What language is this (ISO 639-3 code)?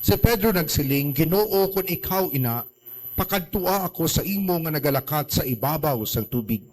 hil